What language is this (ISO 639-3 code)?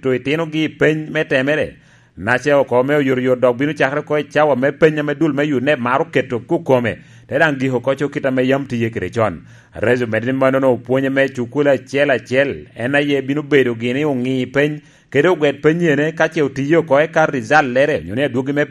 laj